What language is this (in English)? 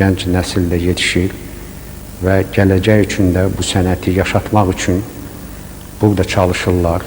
Azerbaijani